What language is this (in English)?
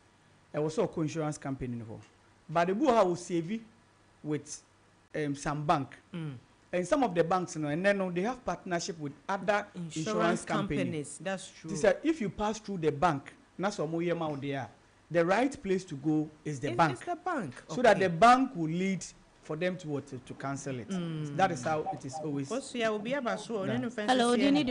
Akan